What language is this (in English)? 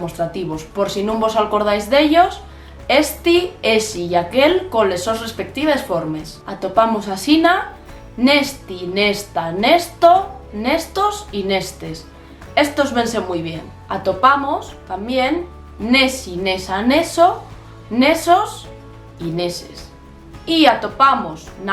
Asturian